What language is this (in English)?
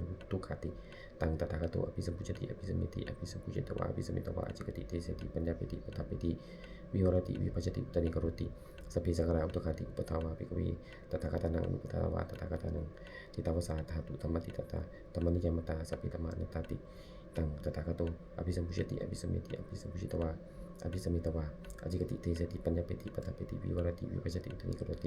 Pali